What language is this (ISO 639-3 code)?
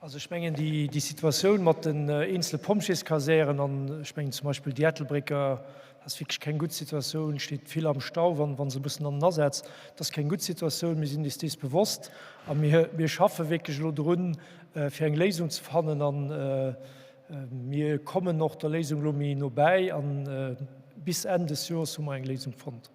ltz